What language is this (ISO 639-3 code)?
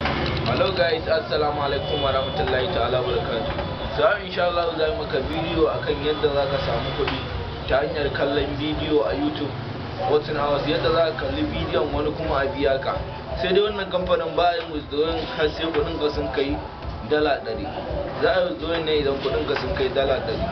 hau